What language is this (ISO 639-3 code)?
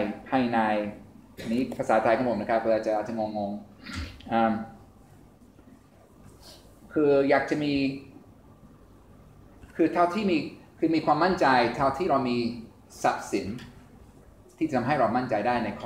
tha